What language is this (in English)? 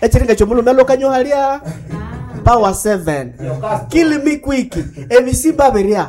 Nande